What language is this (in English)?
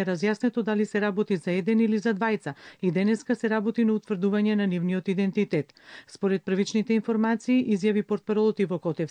Macedonian